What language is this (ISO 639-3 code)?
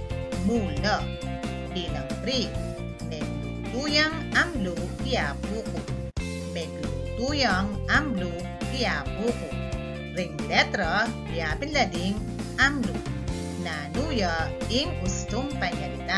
pam